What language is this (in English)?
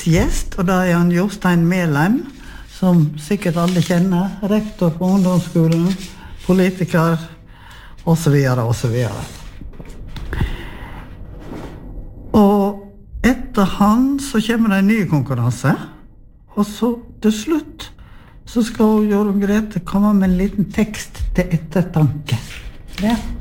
Norwegian